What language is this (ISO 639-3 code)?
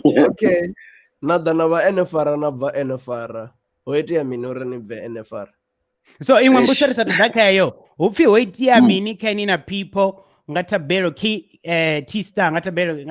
ven